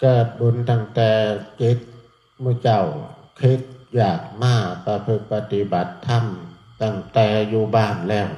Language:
Northeastern Thai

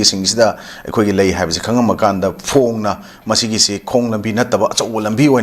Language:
Manipuri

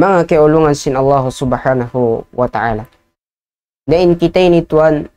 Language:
Tausug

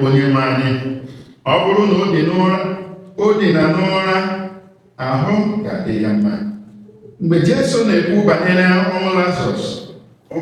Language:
Igbo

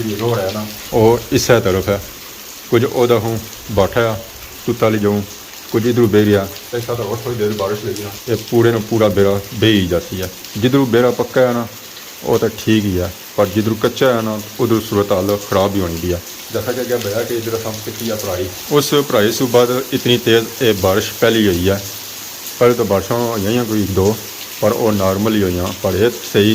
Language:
Pahari-Potwari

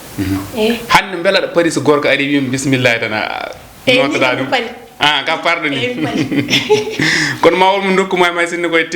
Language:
Fula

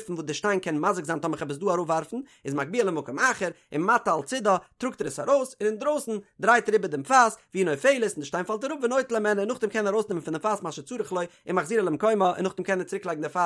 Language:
Yiddish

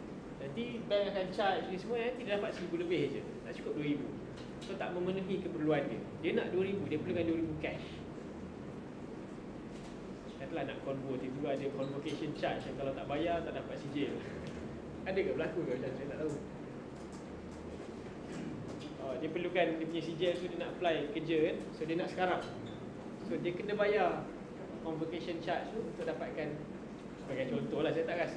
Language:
Malay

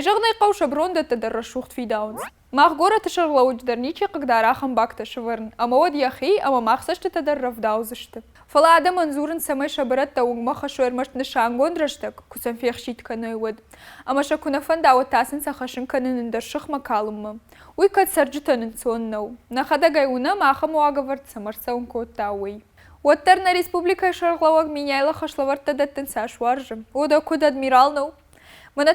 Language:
Ossetic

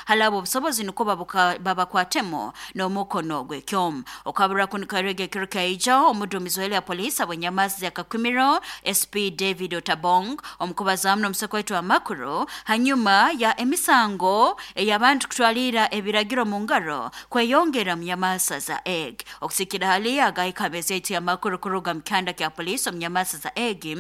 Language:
Nyoro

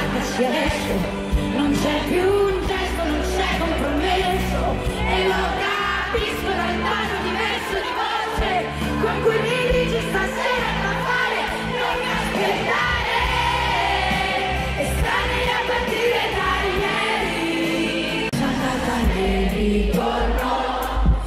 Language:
Italian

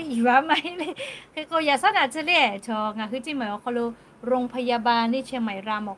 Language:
Lahu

